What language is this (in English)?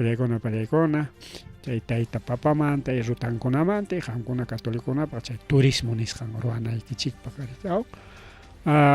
Ayacucho Quechua